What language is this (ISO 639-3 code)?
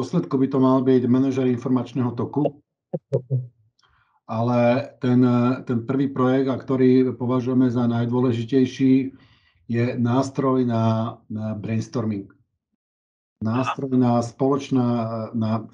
slk